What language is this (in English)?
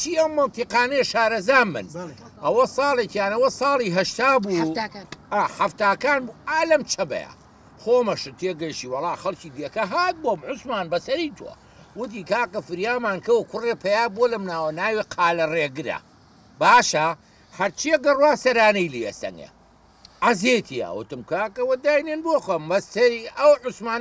Central Kurdish